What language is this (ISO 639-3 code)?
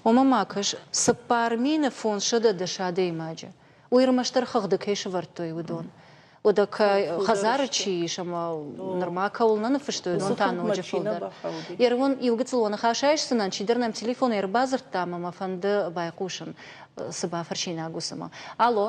oss